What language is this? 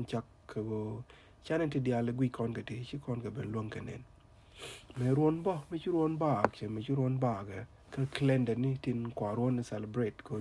Nuer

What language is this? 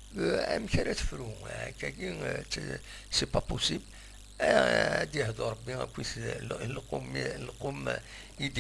Kabyle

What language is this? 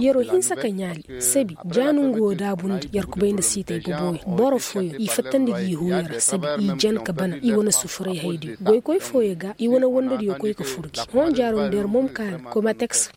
Koyraboro Senni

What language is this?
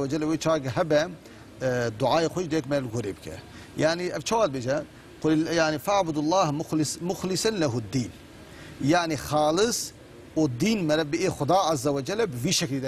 Kurdish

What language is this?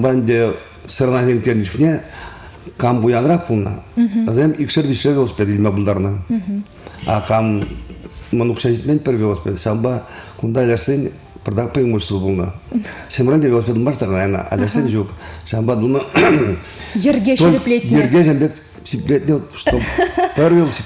Chuvash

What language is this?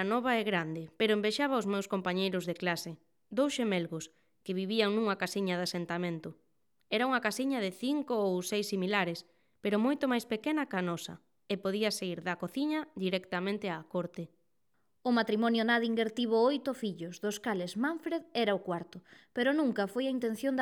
Galician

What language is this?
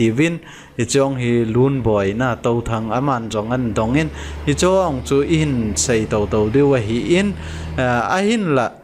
Thado Chin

